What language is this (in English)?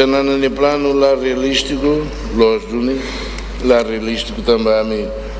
Tetum